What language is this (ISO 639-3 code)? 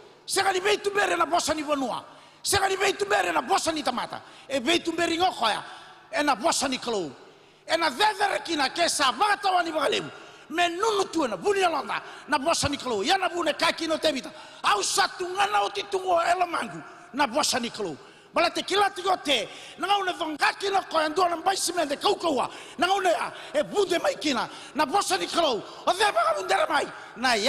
fij